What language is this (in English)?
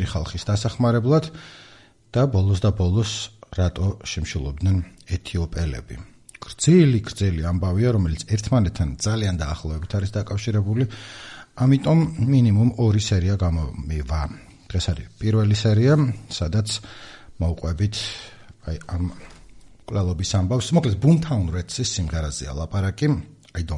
Georgian